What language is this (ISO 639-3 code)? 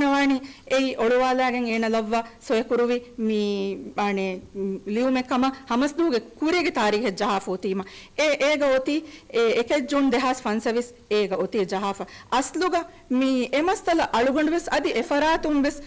div